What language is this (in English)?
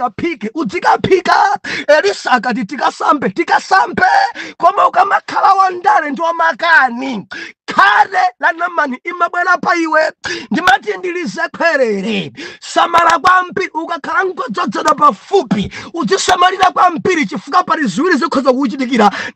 Nyanja